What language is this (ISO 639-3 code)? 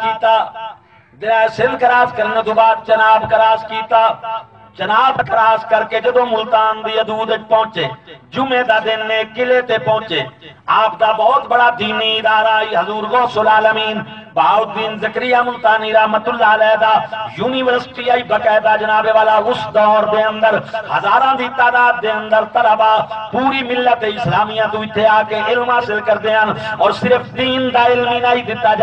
skr